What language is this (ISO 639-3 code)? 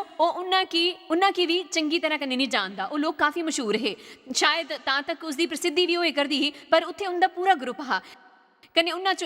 doi